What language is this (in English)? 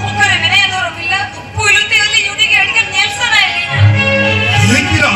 Santali